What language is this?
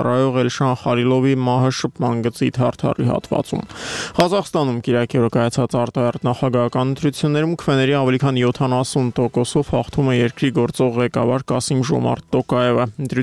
Armenian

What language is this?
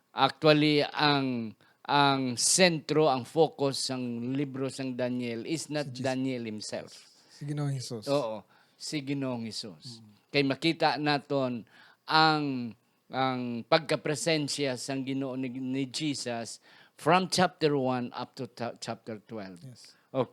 Hiligaynon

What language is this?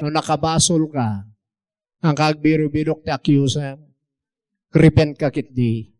Iloko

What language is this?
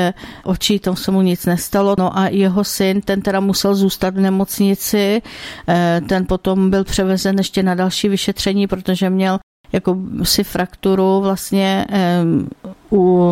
Czech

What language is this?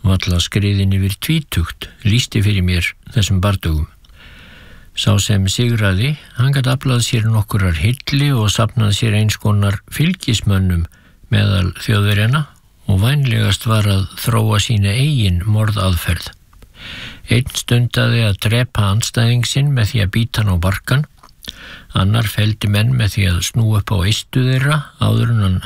Icelandic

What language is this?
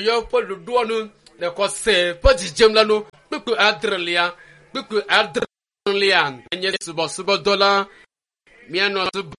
Ewe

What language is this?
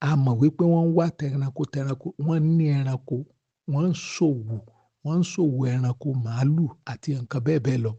Yoruba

